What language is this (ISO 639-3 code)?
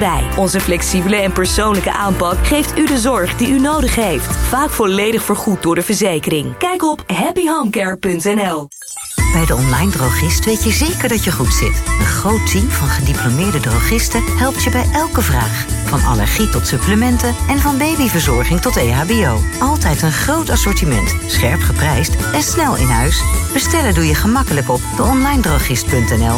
nld